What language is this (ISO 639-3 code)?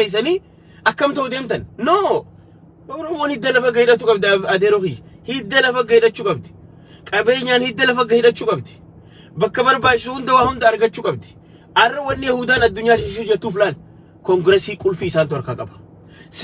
orm